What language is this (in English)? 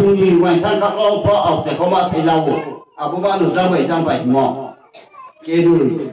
Riang (India)